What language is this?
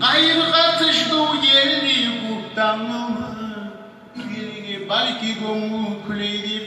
Kumyk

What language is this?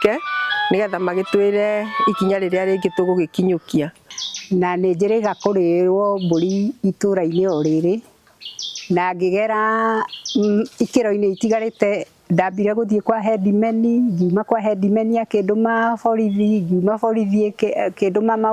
Kikuyu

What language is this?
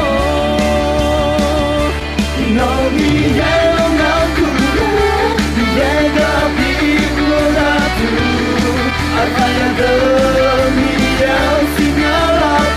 Akha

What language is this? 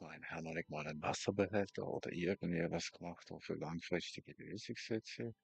Swiss German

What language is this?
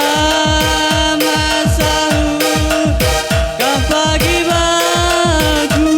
Batak Karo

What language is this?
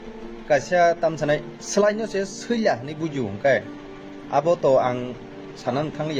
Kok Borok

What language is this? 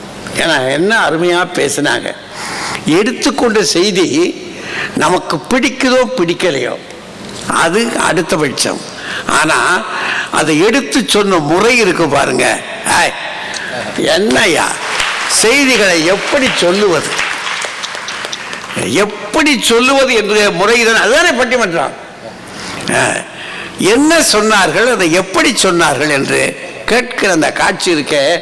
Tamil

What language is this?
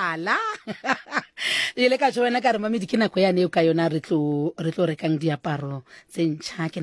Southern Sotho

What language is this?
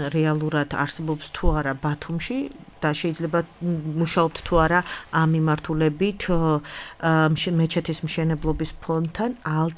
Georgian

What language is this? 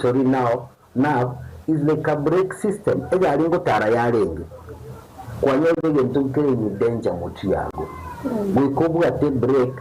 Gusii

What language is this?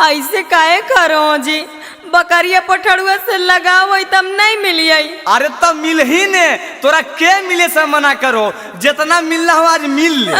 Magahi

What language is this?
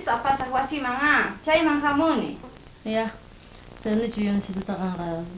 South Bolivian Quechua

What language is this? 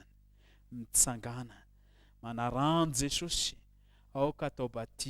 Malagasy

